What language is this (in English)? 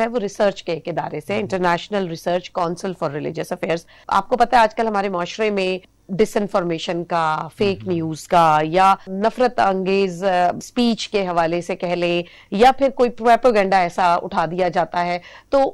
Urdu